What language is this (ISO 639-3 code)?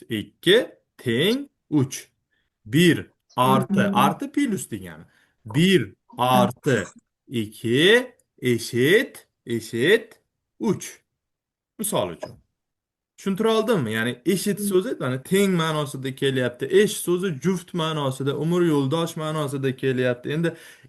uzb